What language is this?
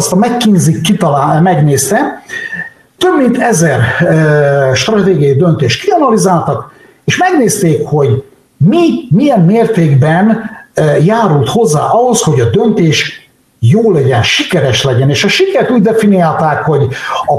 Hungarian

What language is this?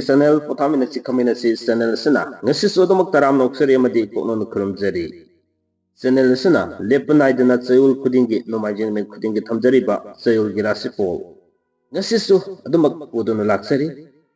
Manipuri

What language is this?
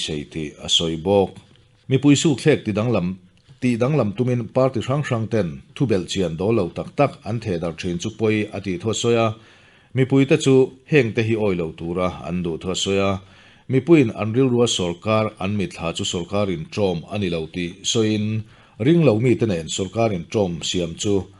Mizo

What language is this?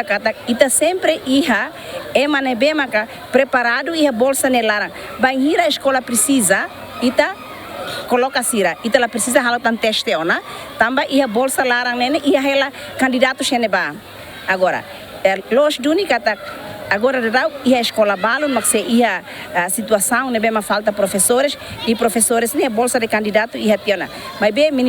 Tetum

